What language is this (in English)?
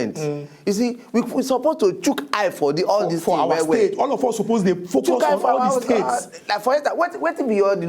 Nigerian Pidgin